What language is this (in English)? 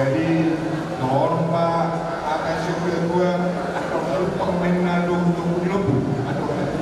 Batak Toba